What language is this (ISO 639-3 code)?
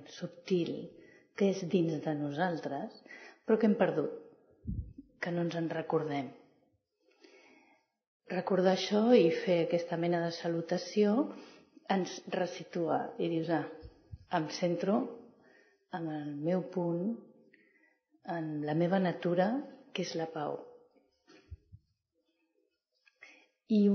cat